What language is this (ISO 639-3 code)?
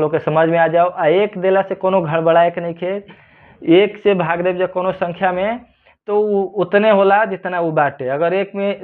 bho